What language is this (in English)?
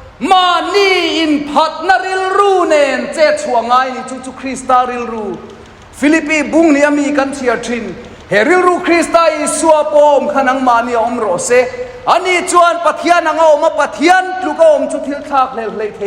Mizo